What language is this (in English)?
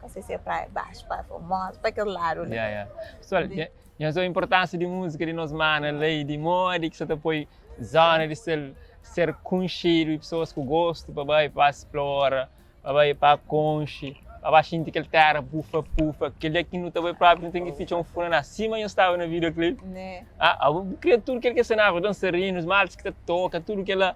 Kabuverdianu